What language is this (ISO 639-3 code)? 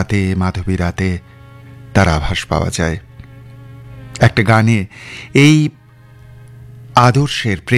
ben